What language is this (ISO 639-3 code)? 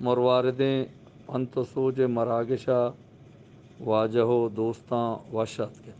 bgp